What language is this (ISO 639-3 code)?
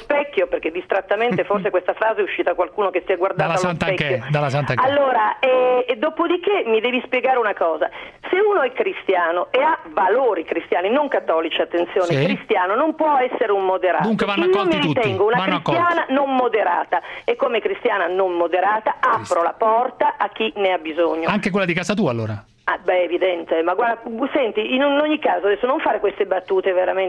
ita